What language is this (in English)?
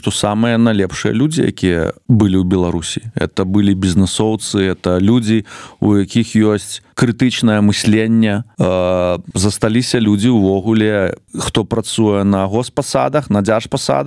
Belarusian